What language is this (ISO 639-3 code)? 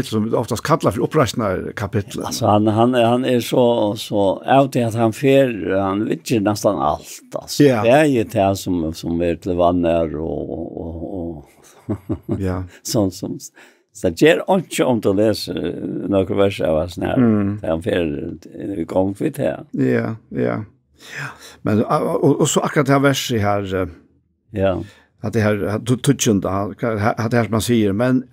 fao